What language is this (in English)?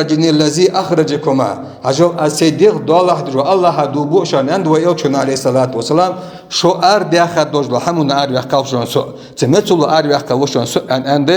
Ingush